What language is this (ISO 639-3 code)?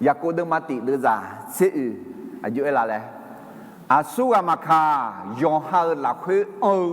ahk